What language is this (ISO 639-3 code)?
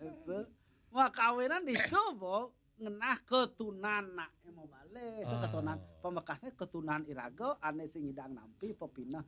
ban